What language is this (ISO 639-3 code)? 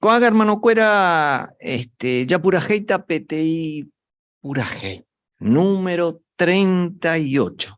grn